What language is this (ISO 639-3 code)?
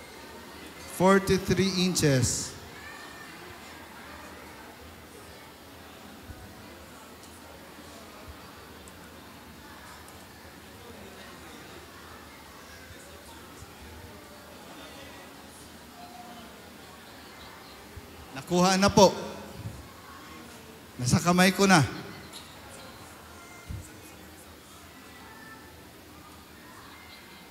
fil